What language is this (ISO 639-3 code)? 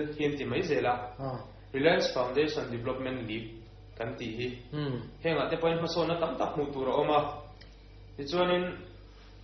lus